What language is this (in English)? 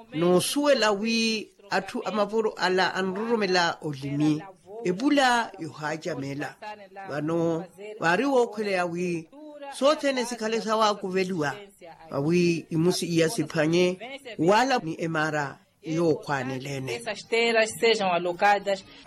Makhuwa